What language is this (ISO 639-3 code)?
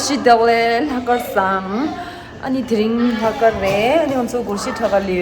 bod